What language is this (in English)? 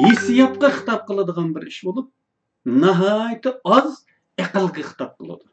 Uyghur